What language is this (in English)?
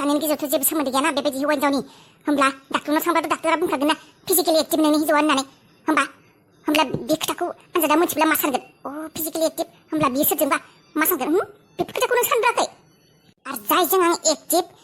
Bodo